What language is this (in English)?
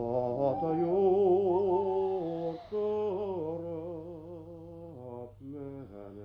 Bashkir